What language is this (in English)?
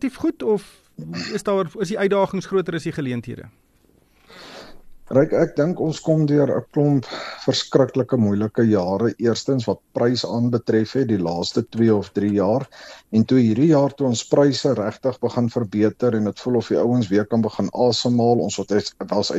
Afrikaans